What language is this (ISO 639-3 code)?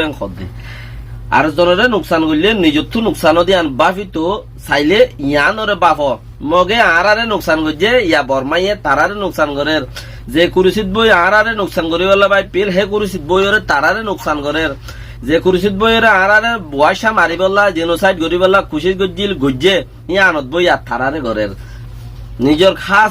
rhg